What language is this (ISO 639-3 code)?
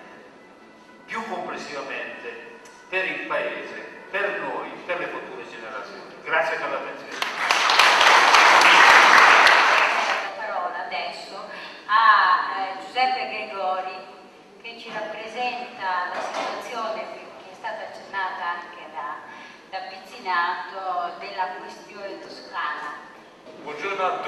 ita